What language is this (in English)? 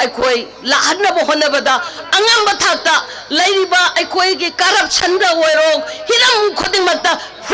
Manipuri